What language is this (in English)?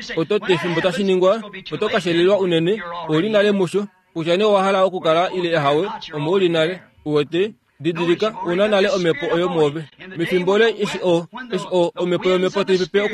Kuanyama